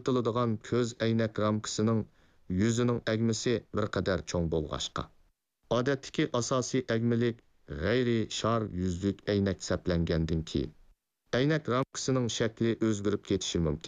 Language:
Uyghur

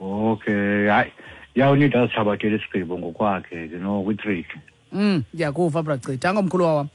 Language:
Xhosa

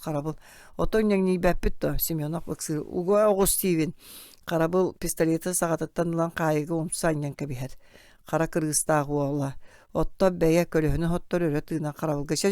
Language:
Yakut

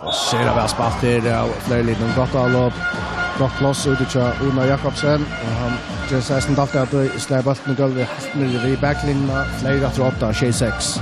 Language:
Faroese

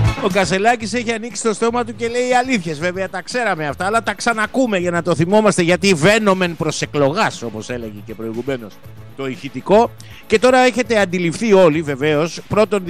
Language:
Greek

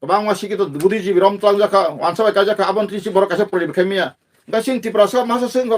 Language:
Kok Borok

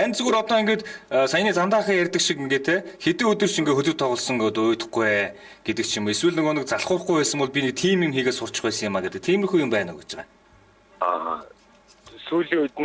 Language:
Mongolian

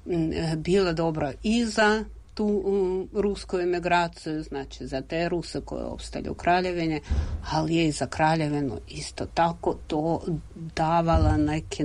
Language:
Serbian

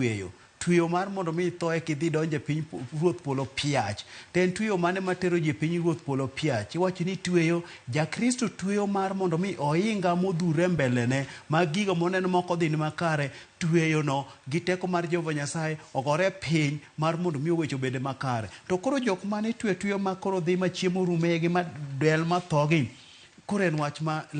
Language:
Luo (Kenya and Tanzania)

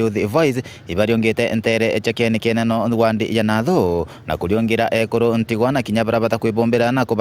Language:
Meru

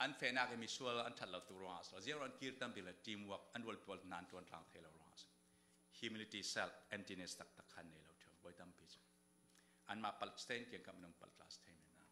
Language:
Falam Chin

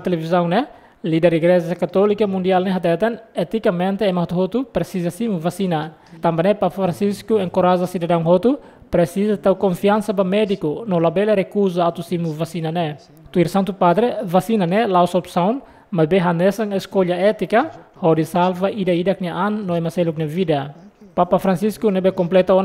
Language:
Tetum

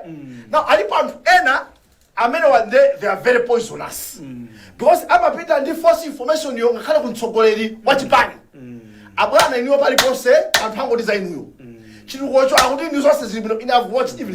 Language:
Nyanja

